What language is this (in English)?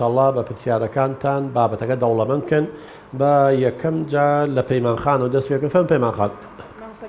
Central Kurdish